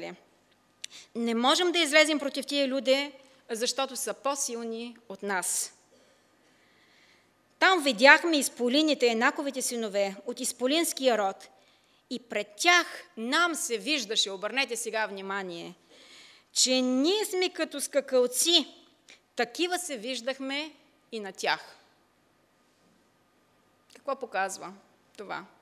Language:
Bulgarian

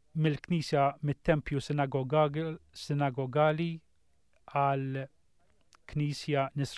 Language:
Maltese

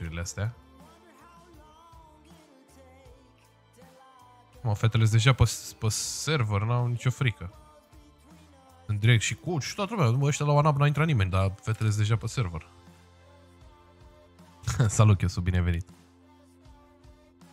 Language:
Romanian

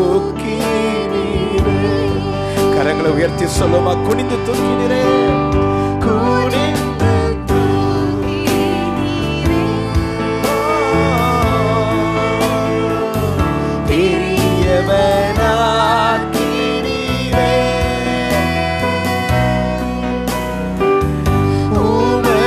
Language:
Tamil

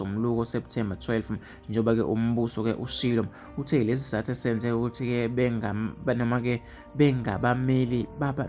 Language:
Zulu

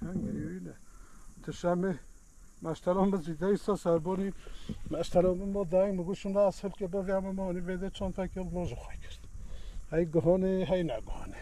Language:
Kurdish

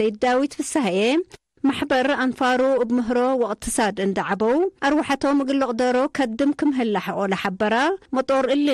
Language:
Tigre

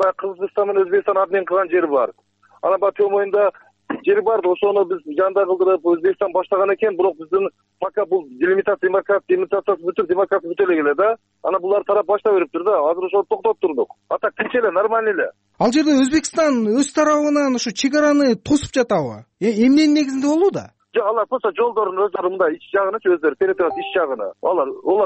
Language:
Kyrgyz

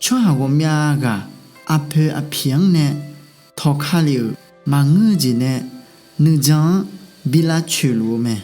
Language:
Akha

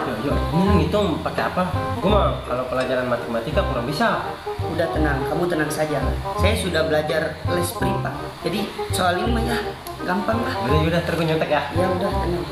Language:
Betawi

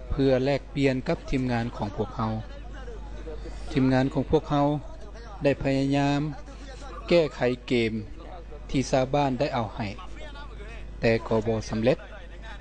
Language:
Lao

